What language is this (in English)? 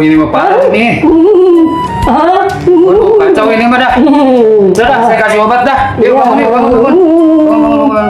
Betawi